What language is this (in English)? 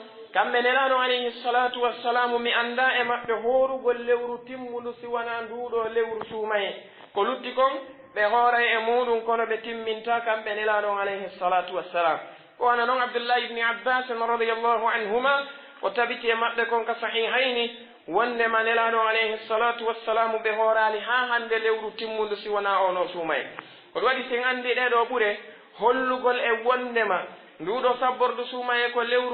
Pular